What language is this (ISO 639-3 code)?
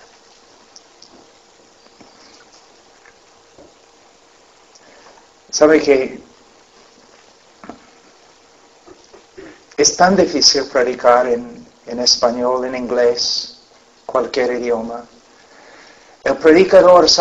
spa